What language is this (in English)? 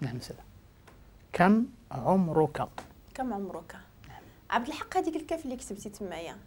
Moroccan Arabic